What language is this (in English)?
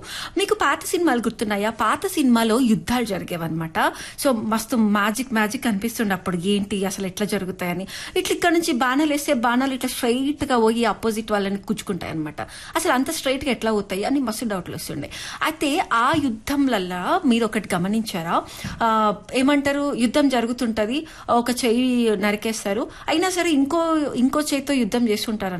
Telugu